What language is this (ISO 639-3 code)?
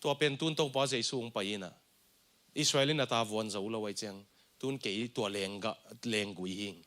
ctd